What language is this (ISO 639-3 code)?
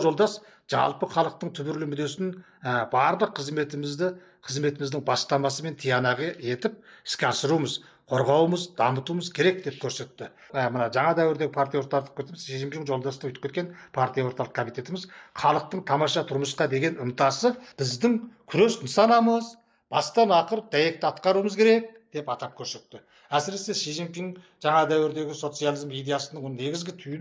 kaz